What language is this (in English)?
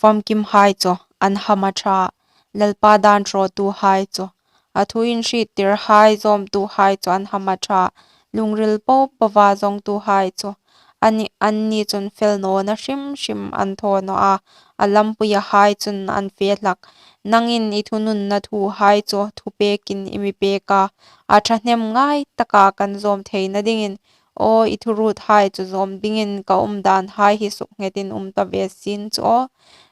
Hmar